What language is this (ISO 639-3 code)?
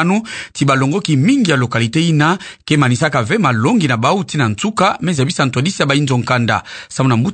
ktu